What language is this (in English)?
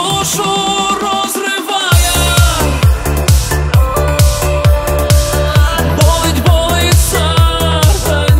Ukrainian